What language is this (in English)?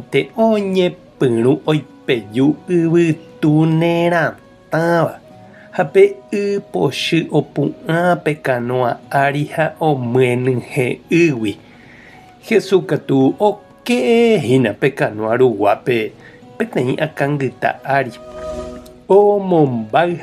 Guarani